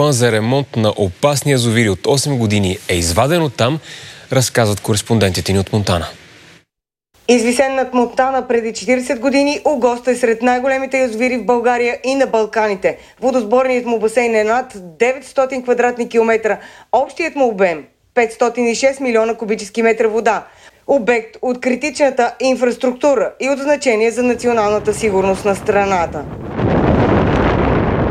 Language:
Bulgarian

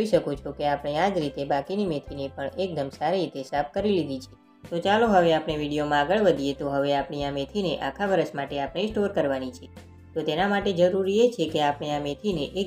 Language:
Gujarati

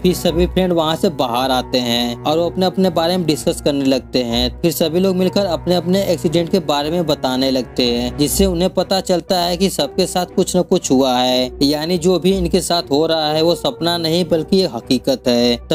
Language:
Hindi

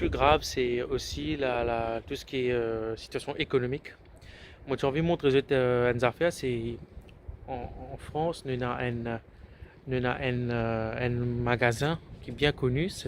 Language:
Morisyen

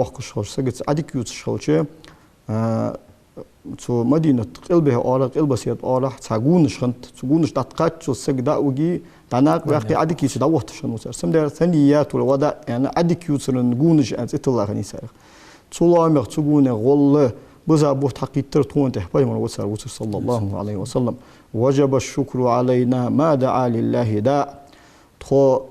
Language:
Ingush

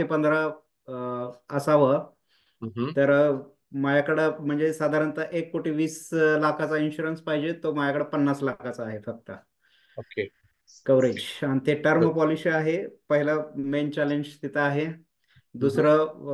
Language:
Marathi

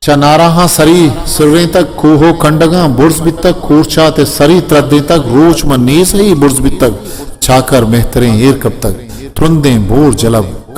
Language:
Eastern Balochi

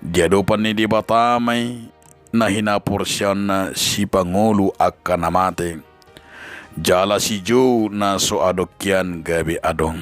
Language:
Batak Toba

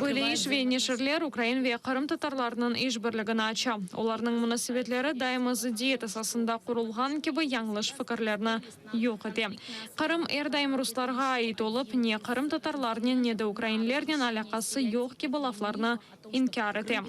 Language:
Crimean Tatar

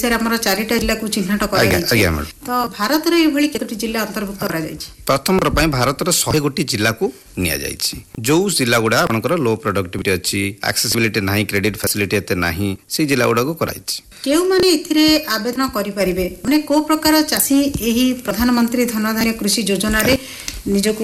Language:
Odia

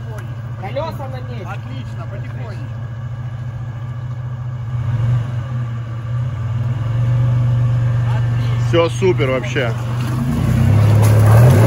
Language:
Russian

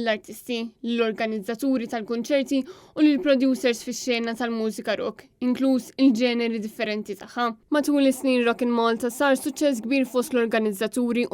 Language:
Maltese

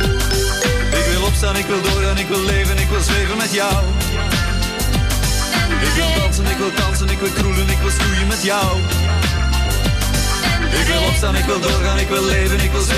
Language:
Dutch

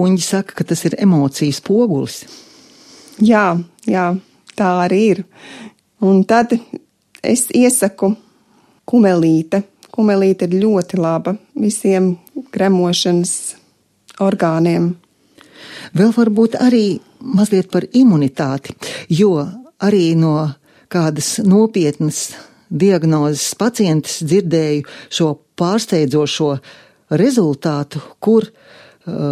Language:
Latvian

